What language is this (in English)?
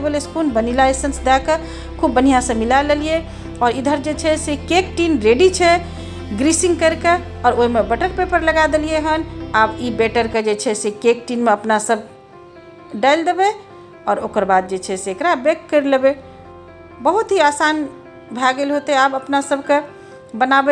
Maithili